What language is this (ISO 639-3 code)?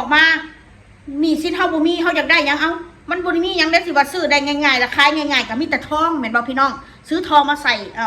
tts